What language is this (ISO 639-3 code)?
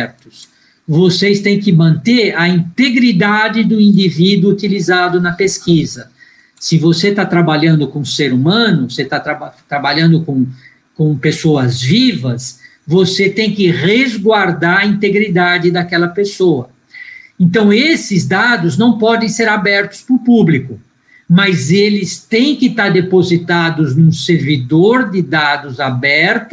por